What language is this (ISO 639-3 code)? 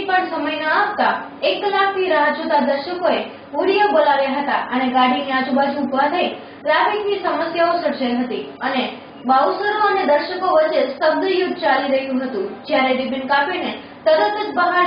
guj